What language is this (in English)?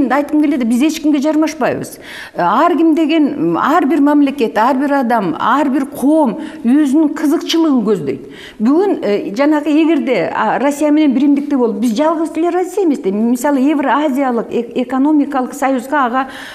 Kyrgyz